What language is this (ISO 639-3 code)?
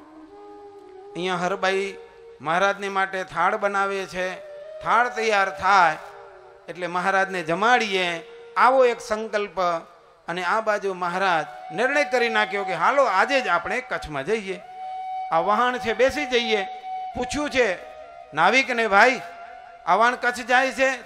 guj